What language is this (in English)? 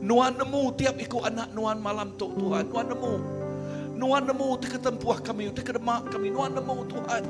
Iban